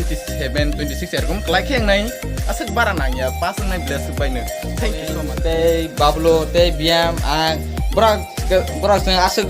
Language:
Kok Borok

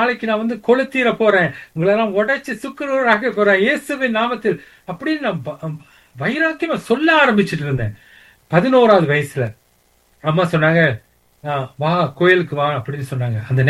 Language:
Tamil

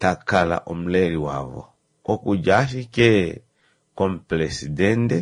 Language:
Kuanyama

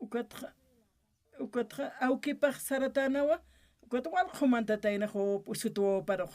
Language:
Aymara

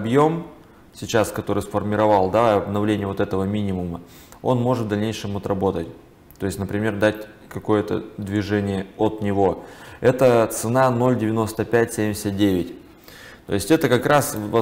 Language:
Russian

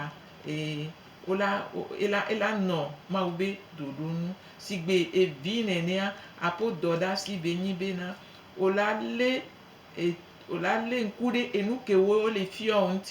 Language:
Gen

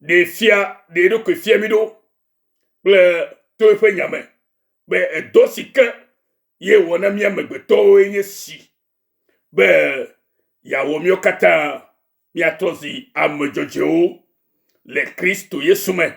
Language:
Ewe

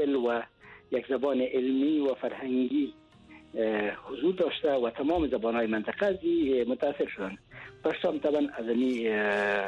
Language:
Persian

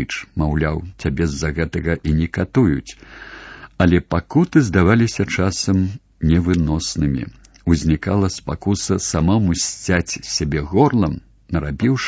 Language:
Belarusian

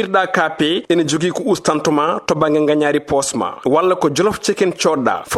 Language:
Fula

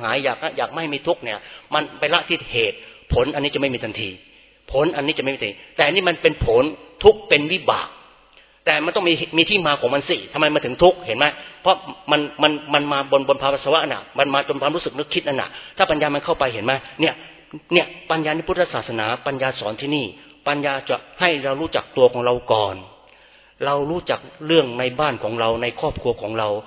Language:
Thai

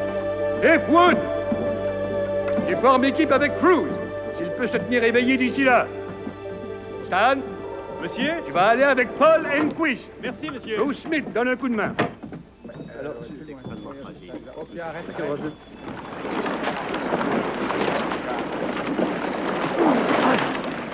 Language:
French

